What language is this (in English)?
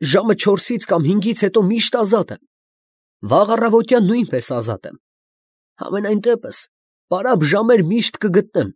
Armenian